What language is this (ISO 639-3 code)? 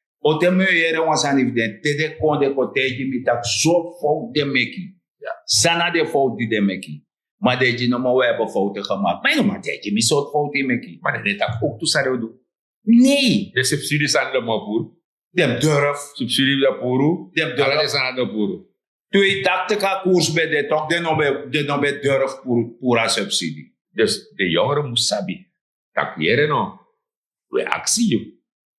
srn